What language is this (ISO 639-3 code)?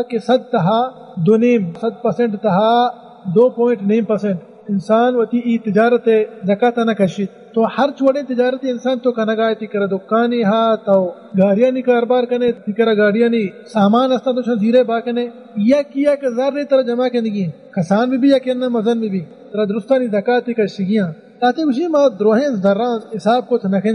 bal